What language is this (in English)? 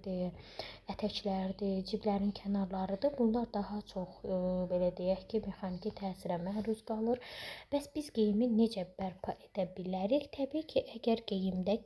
Azerbaijani